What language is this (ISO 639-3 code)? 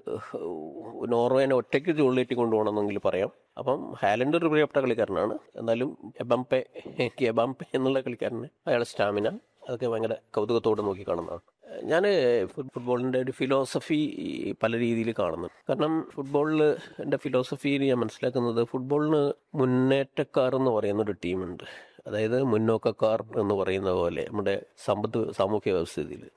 mal